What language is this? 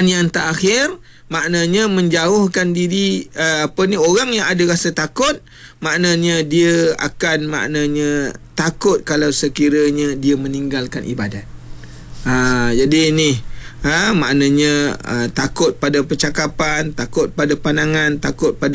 Malay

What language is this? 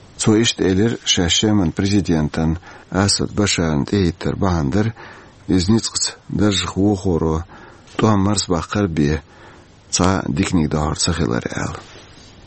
Chechen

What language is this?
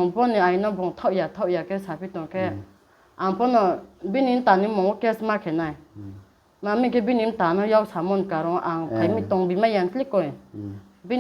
Riang (India)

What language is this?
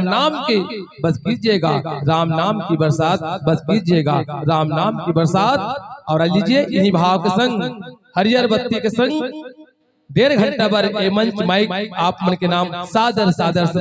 Chhattisgarhi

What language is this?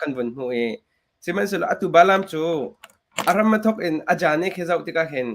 Hakha Chin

